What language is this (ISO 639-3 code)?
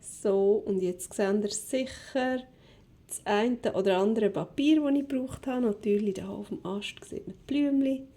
gsw